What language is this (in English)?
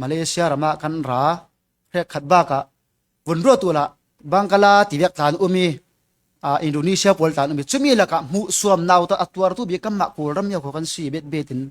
Falam Chin